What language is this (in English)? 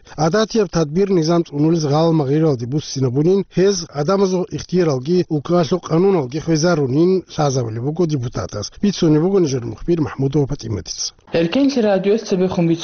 Avaric